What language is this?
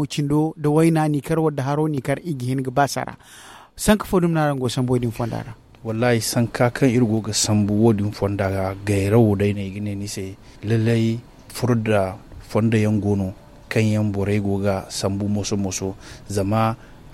Zarma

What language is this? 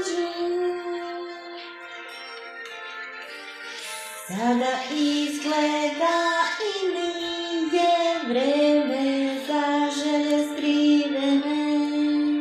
Serbian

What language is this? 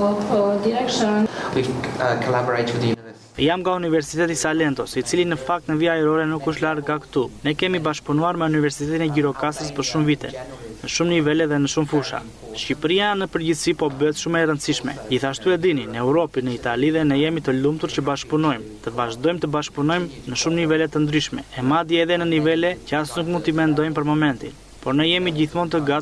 Albanian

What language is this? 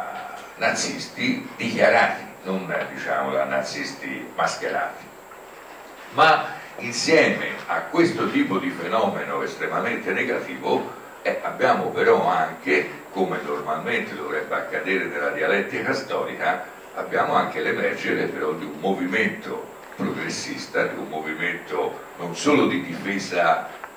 Italian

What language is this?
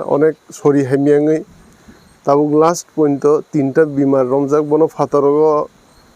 Kok Borok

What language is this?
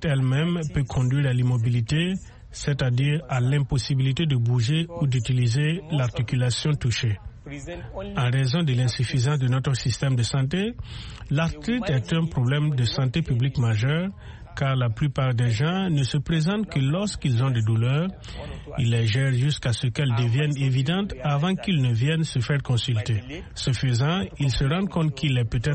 French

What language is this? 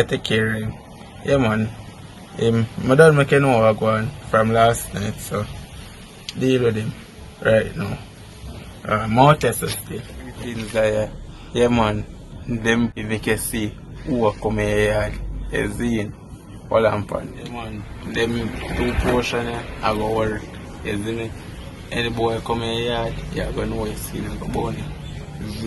Jamaican Creole English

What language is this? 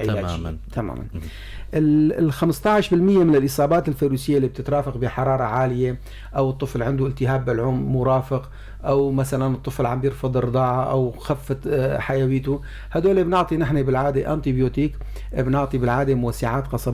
North Levantine Arabic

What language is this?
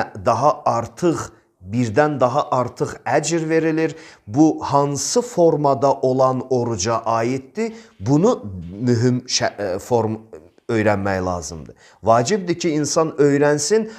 Azerbaijani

